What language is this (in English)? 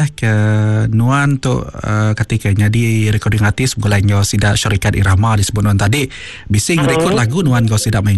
Iban